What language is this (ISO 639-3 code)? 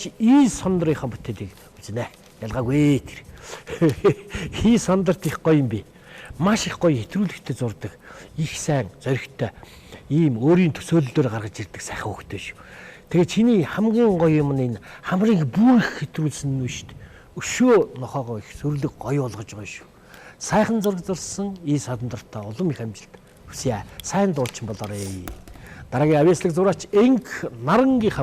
mon